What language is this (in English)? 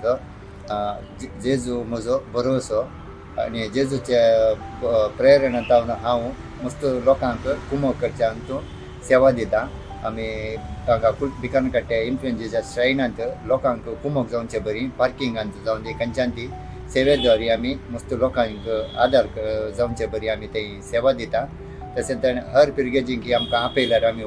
Konkani